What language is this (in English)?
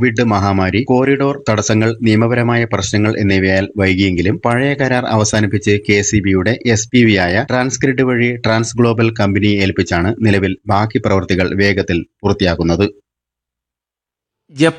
Malayalam